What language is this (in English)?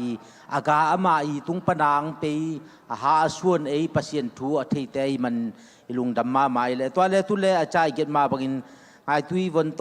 Tedim Chin